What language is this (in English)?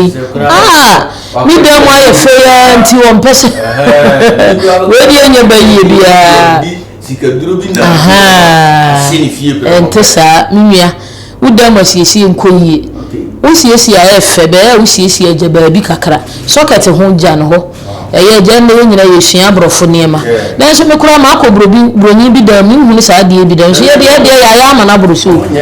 Akan